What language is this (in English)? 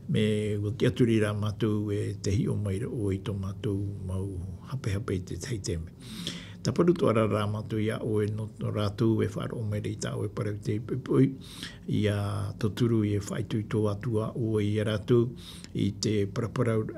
Tahitian